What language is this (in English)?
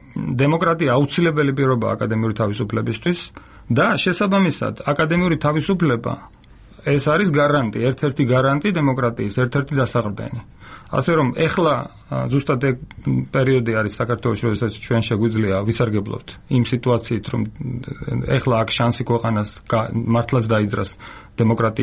Georgian